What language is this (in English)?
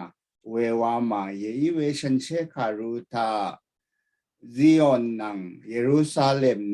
Rawang